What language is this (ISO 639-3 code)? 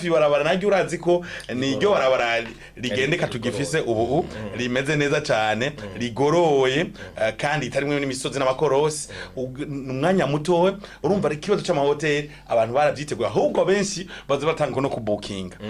run